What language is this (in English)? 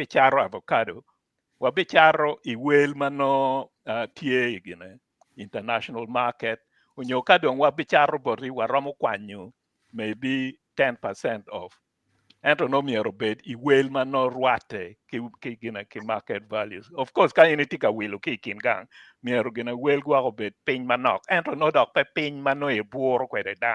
Acoli